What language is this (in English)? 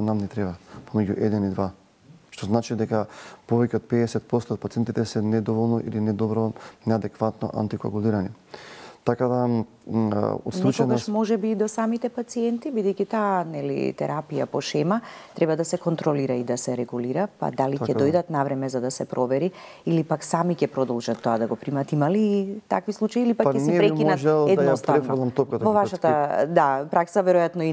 Macedonian